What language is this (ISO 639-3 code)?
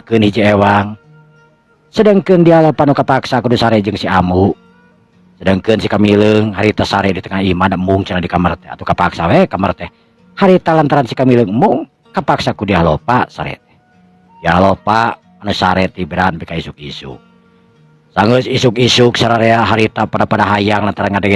sun